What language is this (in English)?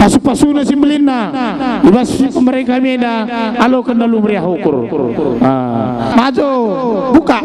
Batak Karo